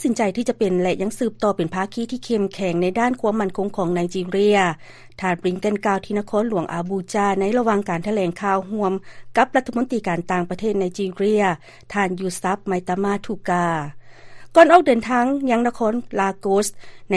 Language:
Lao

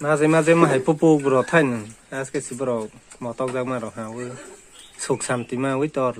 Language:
Kok Borok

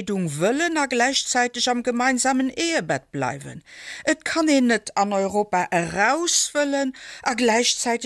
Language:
Luxembourgish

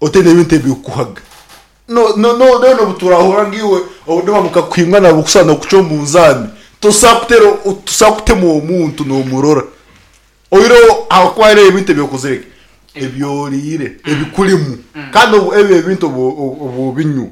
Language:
Nyankole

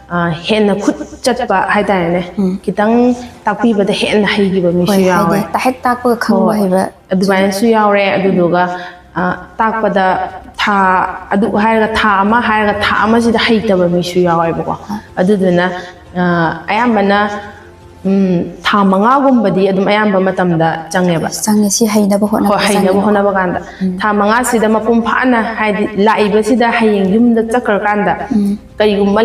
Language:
Manipuri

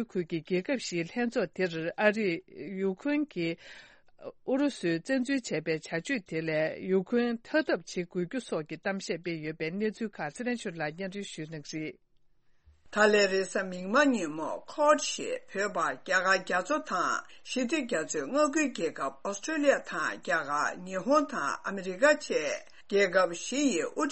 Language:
Tibetan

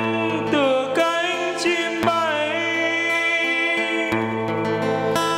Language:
Vietnamese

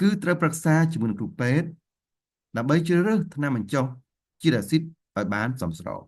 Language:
Khmer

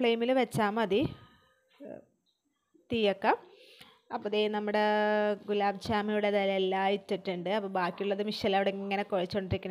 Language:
Malayalam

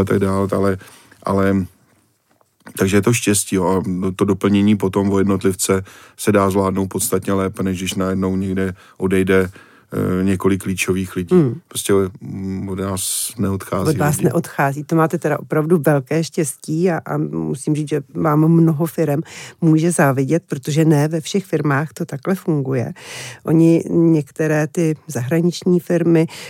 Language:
Czech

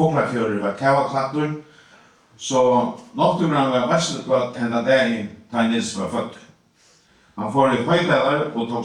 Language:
Faroese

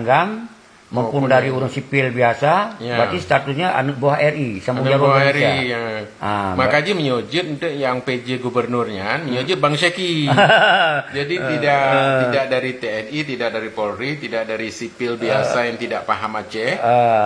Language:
Achinese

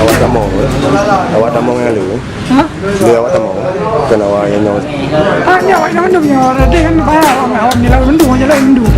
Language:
Achinese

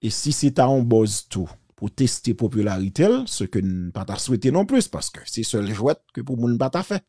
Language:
Haitian Creole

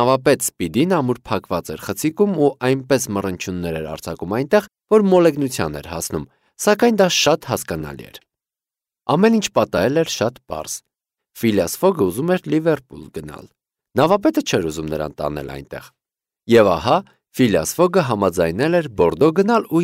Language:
Armenian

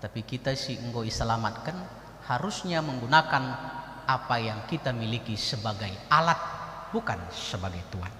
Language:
Batak Karo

